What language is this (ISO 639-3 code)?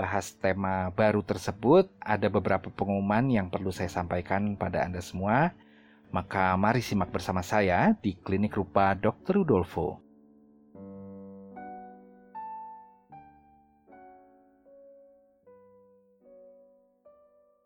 ind